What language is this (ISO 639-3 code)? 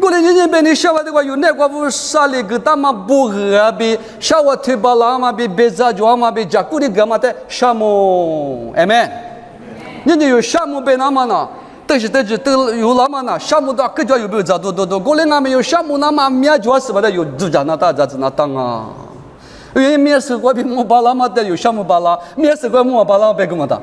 lis